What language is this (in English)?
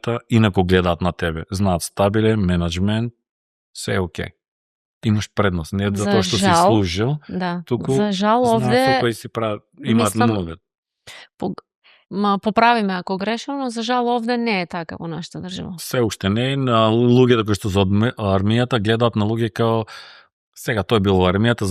Macedonian